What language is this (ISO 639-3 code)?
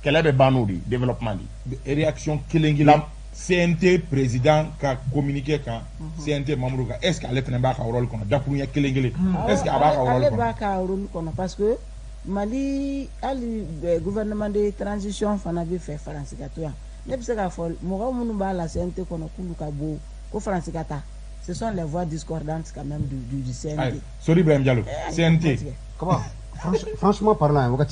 bam